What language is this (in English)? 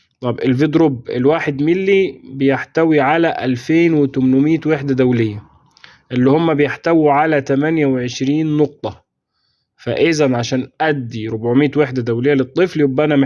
Egyptian Arabic